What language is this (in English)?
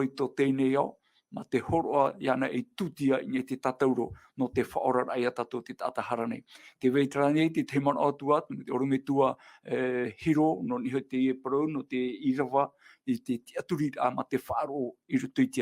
Tahitian